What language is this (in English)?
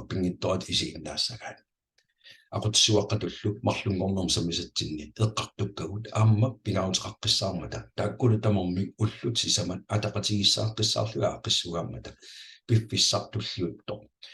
Kalaallisut